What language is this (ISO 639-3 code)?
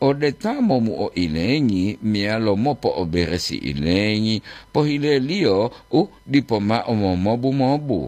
gor